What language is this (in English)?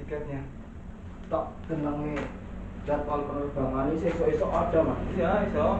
Betawi